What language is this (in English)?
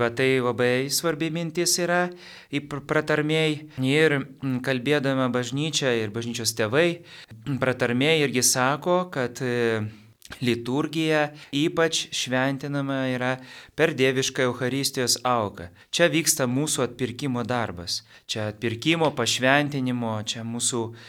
Lithuanian